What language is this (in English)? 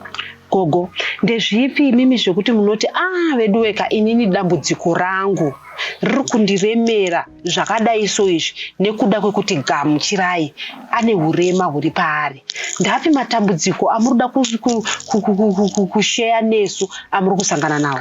Shona